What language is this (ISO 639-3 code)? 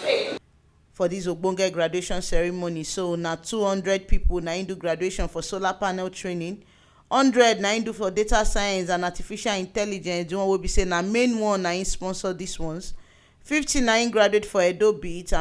pcm